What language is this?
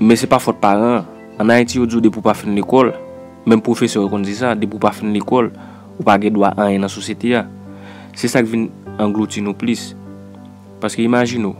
Haitian Creole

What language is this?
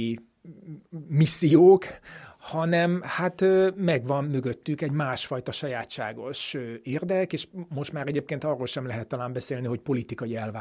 Hungarian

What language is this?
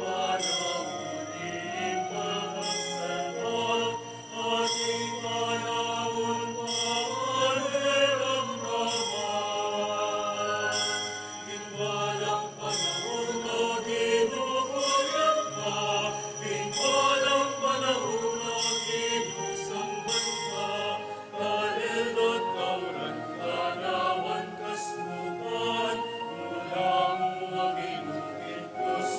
Pampanga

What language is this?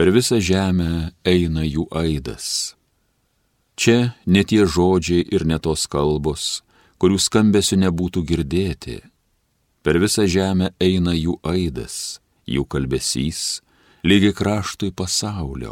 Lithuanian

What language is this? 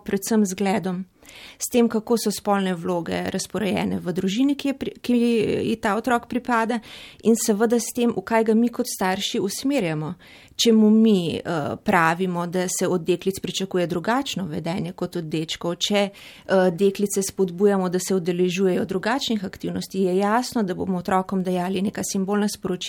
Slovenian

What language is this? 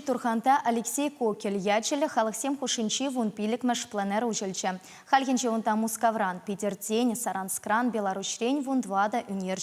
Chuvash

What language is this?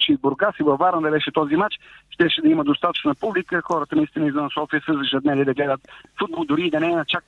Bulgarian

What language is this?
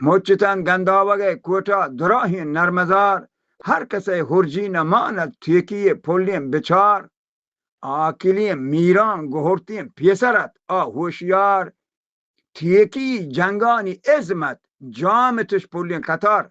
Baluchi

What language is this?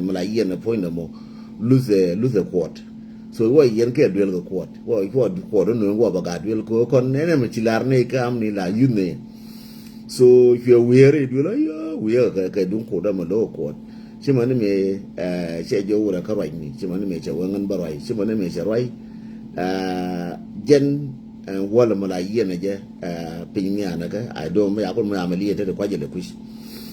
Nuer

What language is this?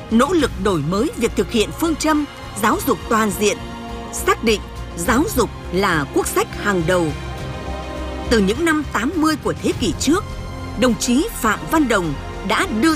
Vietnamese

